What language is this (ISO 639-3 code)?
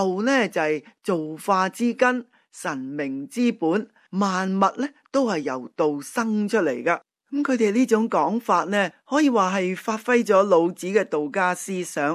yue